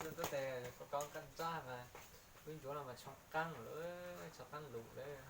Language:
Hmong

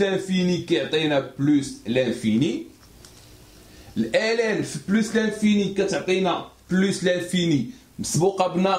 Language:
Moroccan Arabic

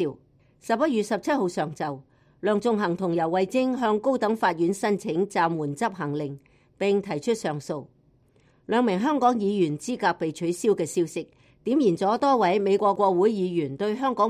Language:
Cantonese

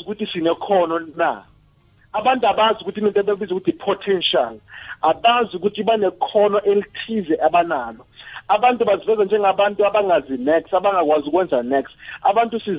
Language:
South Ndebele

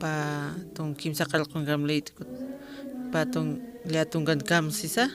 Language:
Aymara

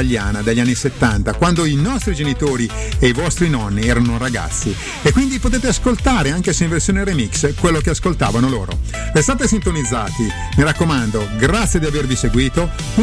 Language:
Italian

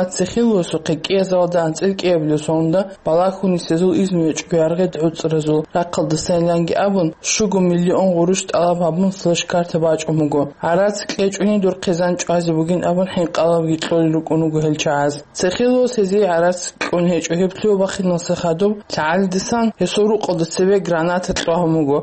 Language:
Avaric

